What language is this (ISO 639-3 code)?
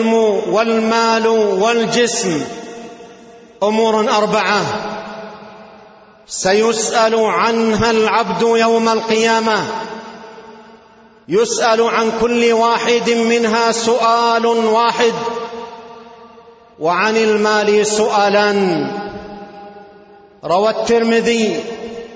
ara